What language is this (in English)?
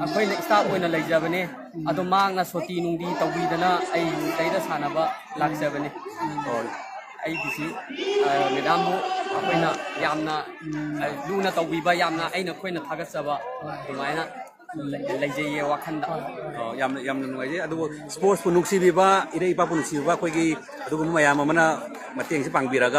Manipuri